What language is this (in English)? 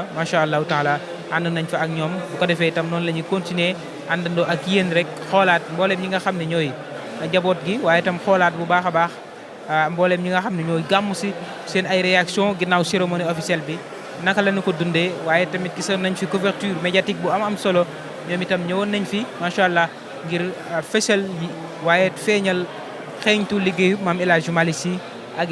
Wolof